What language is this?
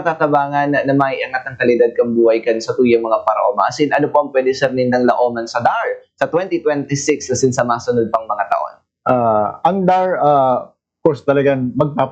Bikol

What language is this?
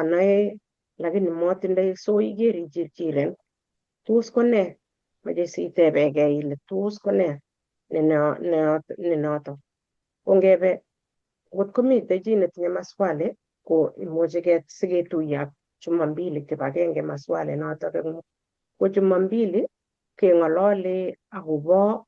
Kalenjin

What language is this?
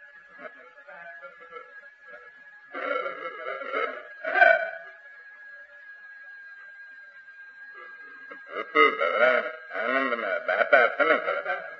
Gujarati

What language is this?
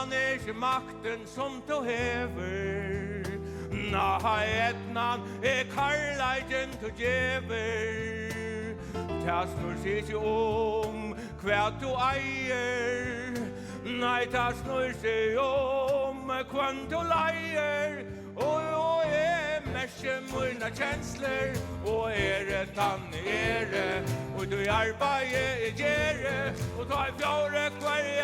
Faroese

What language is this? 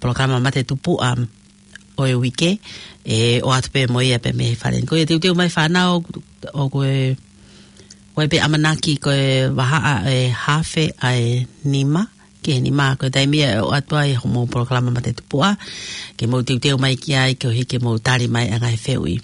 Tongan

